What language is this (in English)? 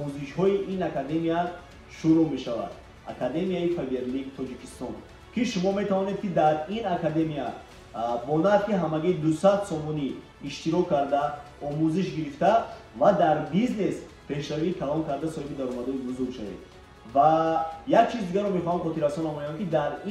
Tajik